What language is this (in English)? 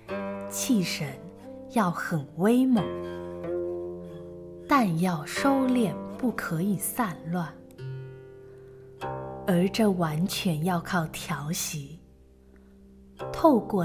Chinese